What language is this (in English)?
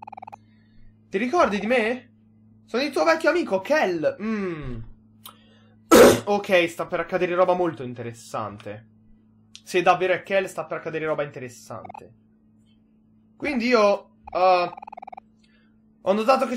Italian